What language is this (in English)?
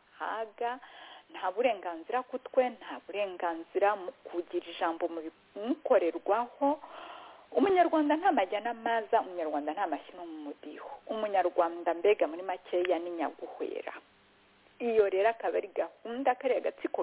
Kinyarwanda